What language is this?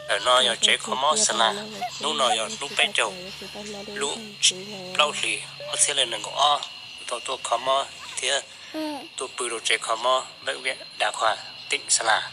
Hmong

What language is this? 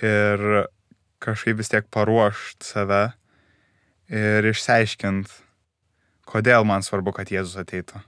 Lithuanian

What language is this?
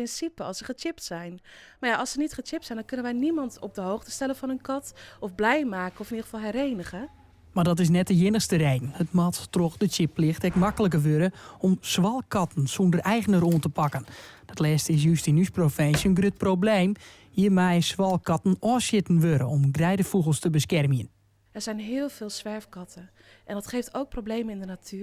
Western Frisian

